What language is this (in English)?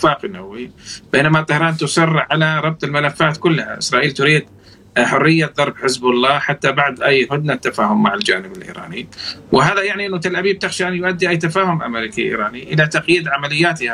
Arabic